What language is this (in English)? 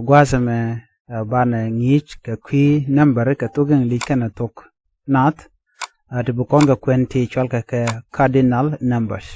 Nuer